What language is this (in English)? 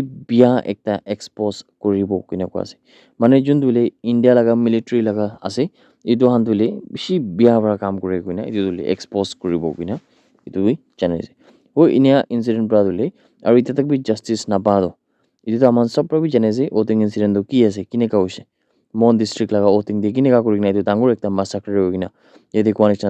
Naga Pidgin